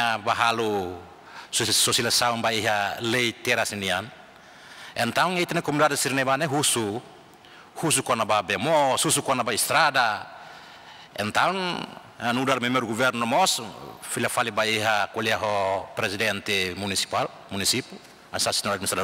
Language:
Tetum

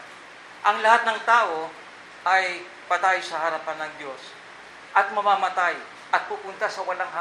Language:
Filipino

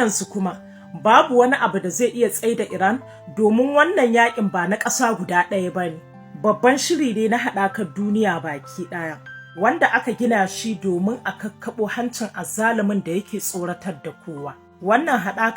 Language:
Hausa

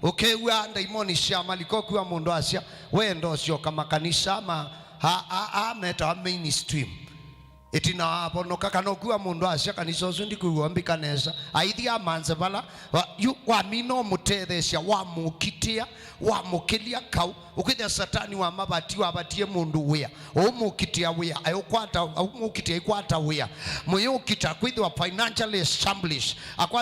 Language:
Kamba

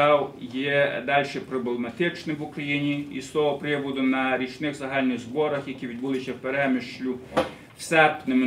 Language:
Ukrainian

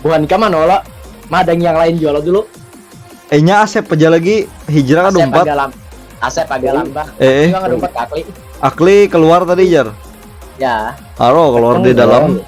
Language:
Banjar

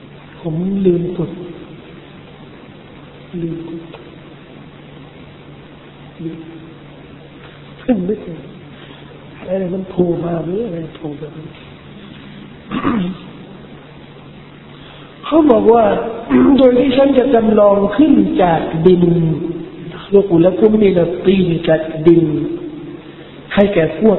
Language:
Thai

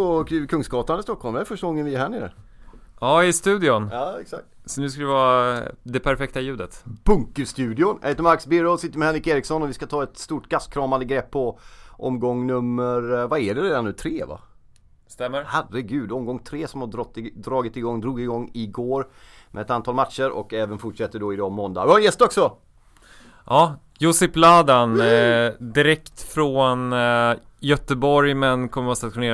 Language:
Swedish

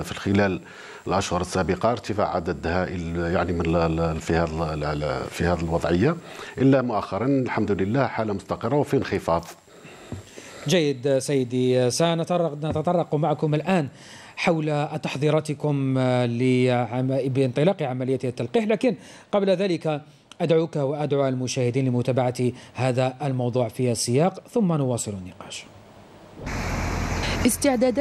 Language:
Arabic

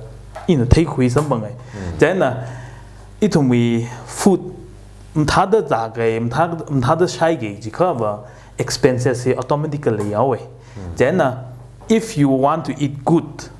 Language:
Tangkhul Naga (India)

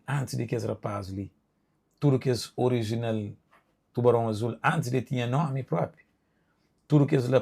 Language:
Kabuverdianu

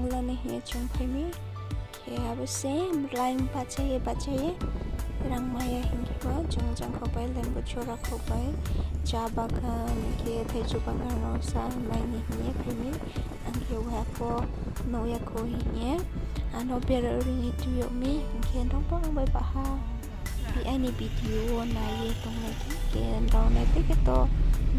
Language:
Riang (India)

